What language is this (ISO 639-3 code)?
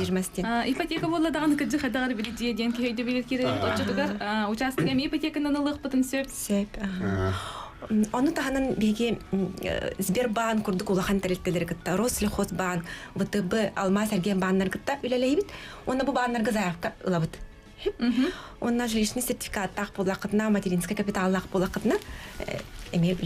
sah